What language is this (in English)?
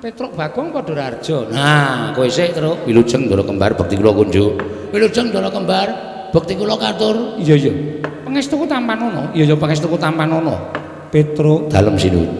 Javanese